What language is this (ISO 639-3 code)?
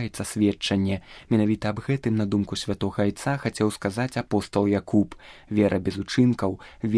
bel